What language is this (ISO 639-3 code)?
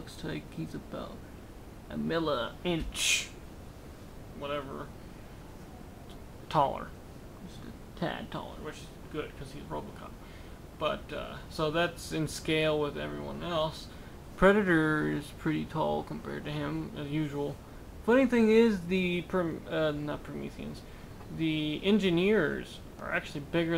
eng